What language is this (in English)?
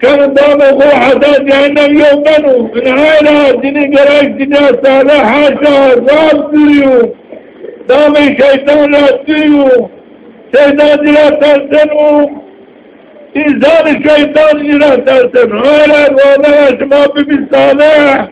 Zaza